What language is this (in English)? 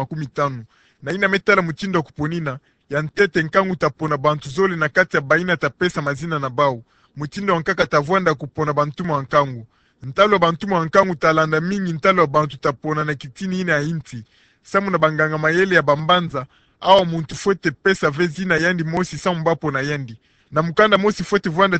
Kituba (Democratic Republic of Congo)